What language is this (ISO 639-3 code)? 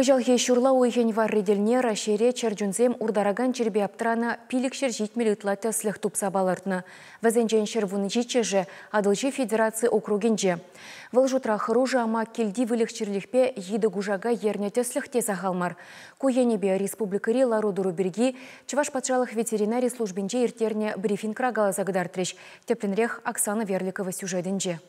chv